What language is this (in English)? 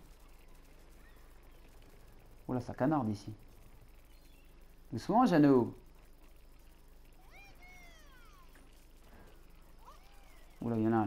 French